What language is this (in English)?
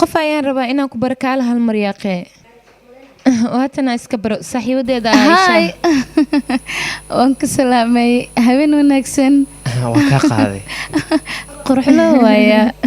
Somali